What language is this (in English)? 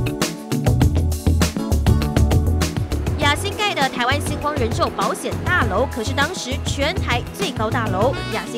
Chinese